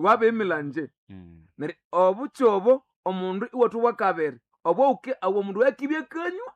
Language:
Nande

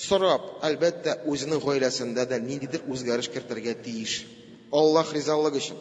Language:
Tatar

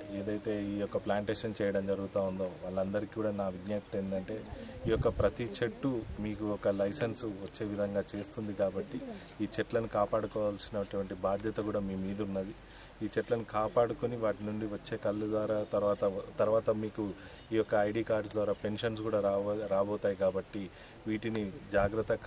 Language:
Telugu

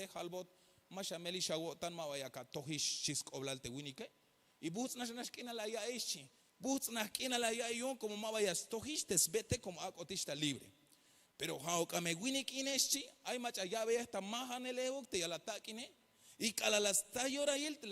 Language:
Tzeltal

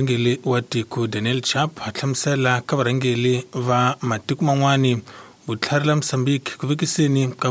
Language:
Tsonga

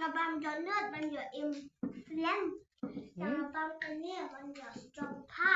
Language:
Khasi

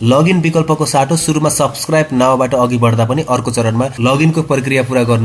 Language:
Nepali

